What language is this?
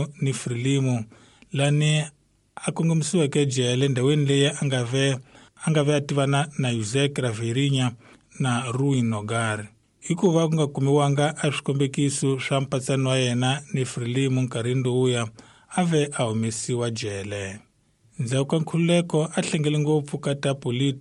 Tsonga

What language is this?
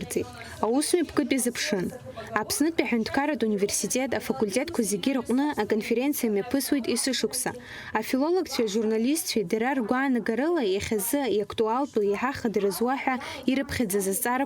Abkhazian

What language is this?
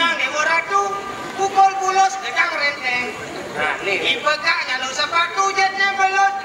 Balinese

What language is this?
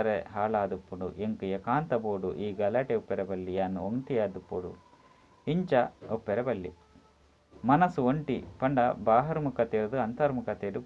Tulu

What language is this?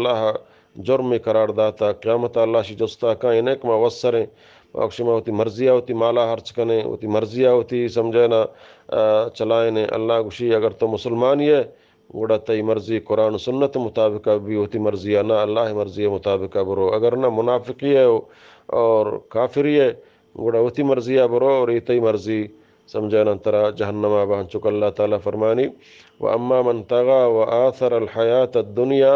Eastern Balochi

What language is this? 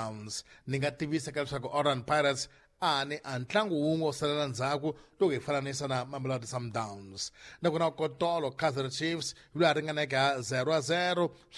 Tsonga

